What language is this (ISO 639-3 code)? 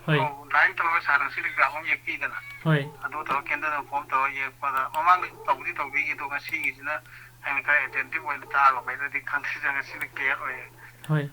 mni